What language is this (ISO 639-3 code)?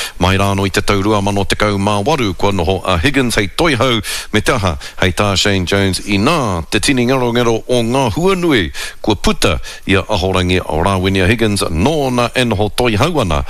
mri